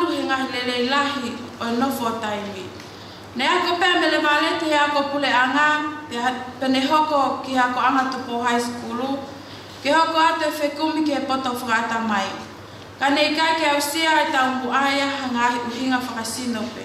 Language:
Tongan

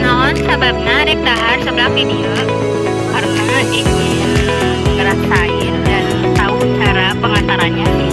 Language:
Sundanese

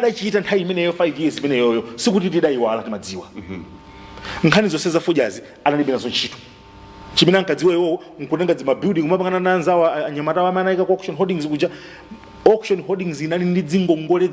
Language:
Nyanja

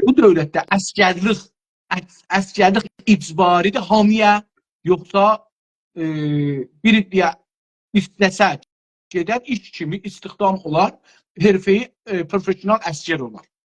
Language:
South Azerbaijani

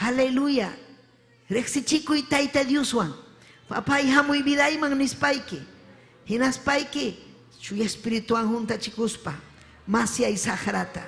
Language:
Ayacucho Quechua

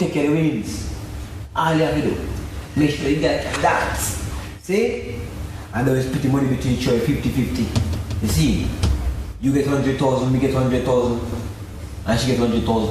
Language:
Jamaican Creole English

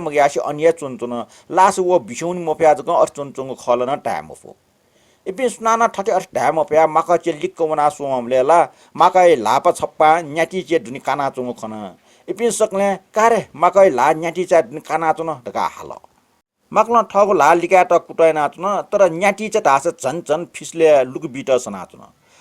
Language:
Newari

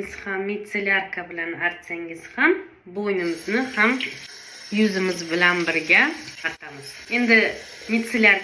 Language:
Uzbek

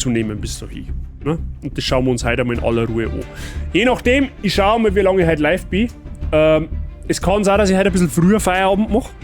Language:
Bavarian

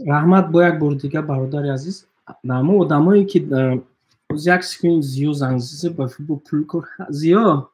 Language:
Tajik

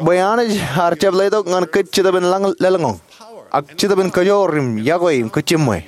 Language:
Marshallese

